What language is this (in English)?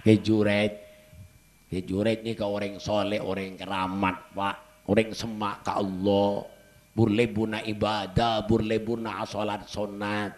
Madurese